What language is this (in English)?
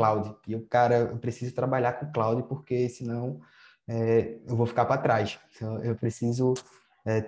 Portuguese